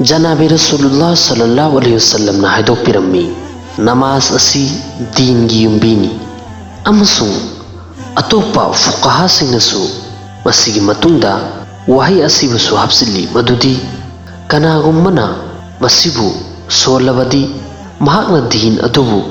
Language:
Manipuri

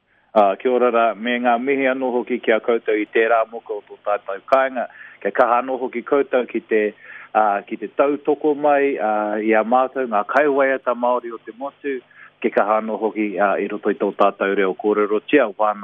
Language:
Māori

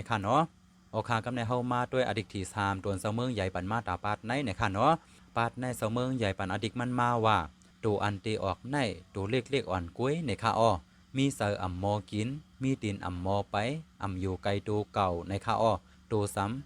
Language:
Shan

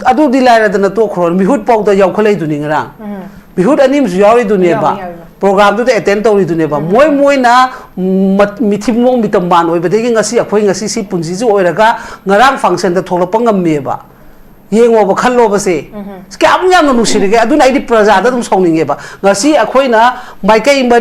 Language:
Manipuri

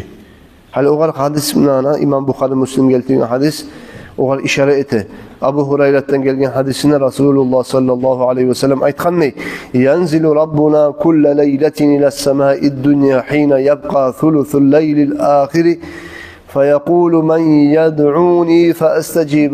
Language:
Kumyk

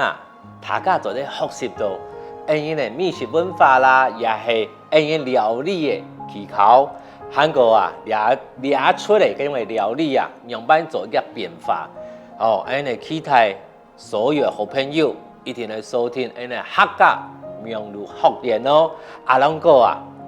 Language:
Hakka Chinese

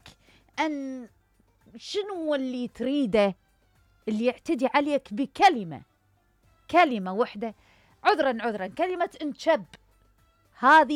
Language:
Mesopotamian Arabic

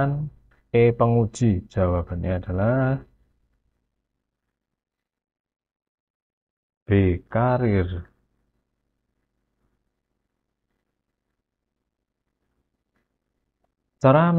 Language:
Indonesian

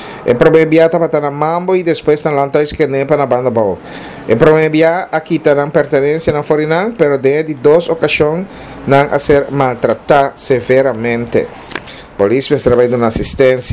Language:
Papiamento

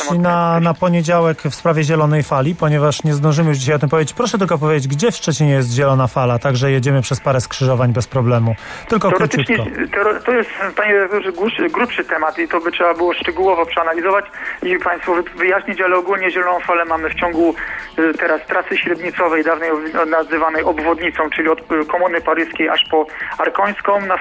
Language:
Polish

